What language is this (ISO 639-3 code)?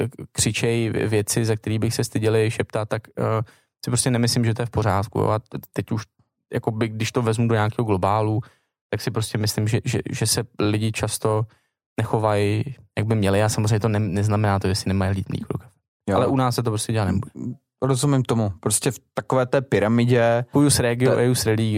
ces